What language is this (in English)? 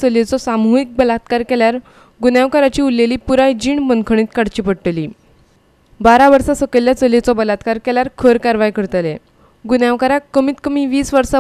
Konkani